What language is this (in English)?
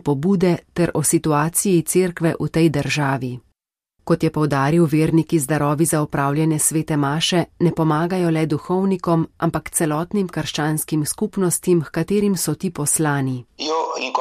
Slovenian